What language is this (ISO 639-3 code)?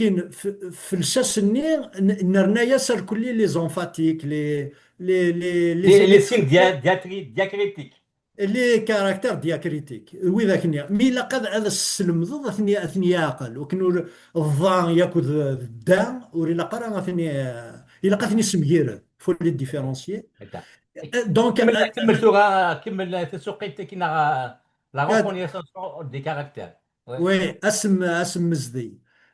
kab